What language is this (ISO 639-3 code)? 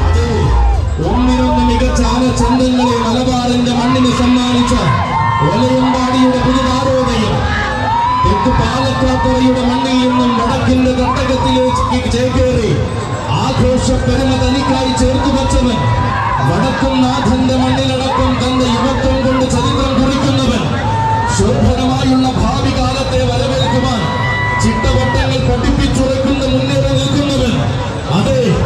mal